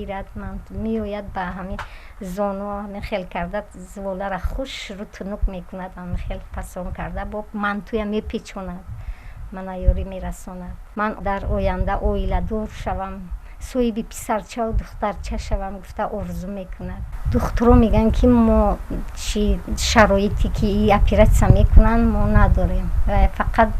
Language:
Tajik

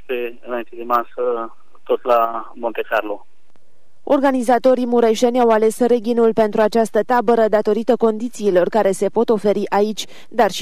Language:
Romanian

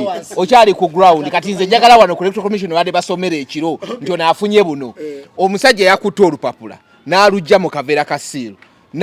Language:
Ganda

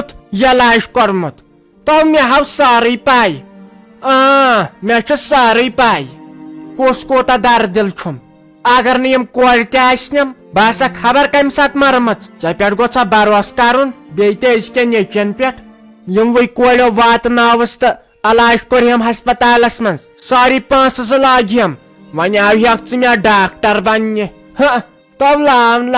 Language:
Kashmiri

